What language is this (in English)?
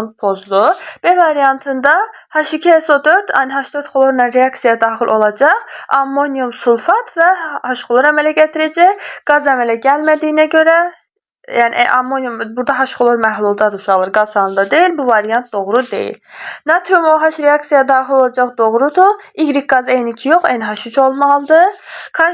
Azerbaijani